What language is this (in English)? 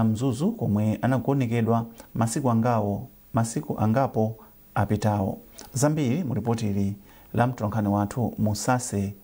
Nyanja